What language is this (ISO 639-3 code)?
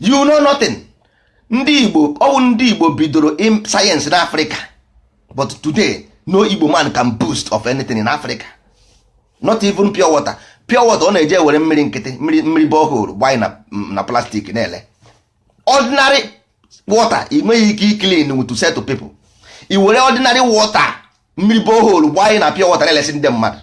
ibo